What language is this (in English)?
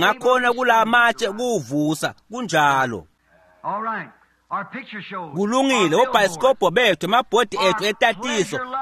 Swati